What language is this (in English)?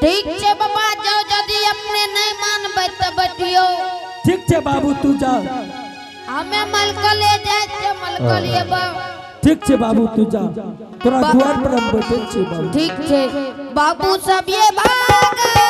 Angika